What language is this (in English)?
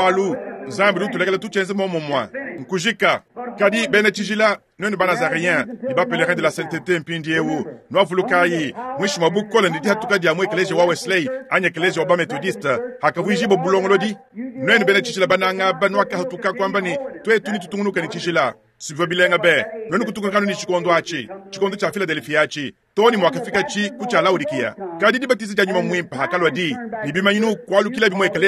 Luba-Lulua